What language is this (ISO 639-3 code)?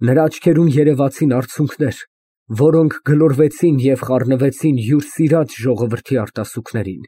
hye